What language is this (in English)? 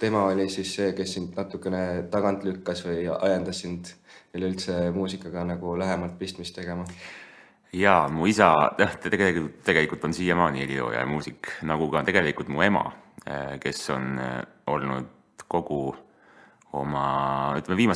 Estonian